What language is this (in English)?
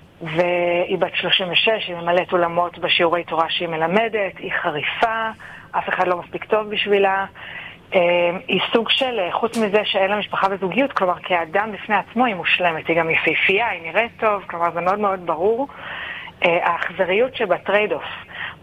Hebrew